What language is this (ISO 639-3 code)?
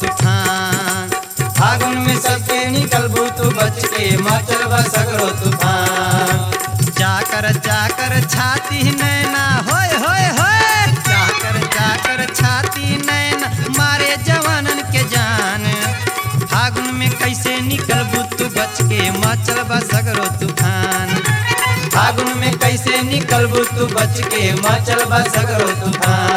bho